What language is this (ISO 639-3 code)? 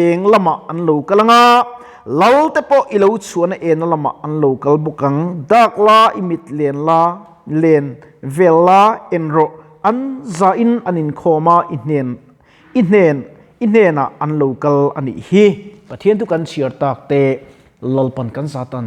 lus